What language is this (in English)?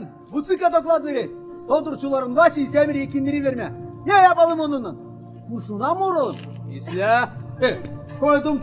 Gagauz